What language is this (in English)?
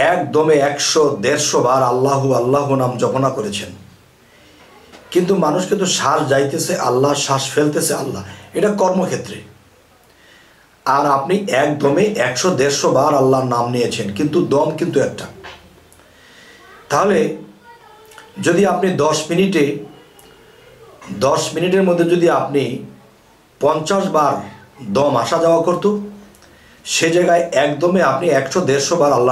Bangla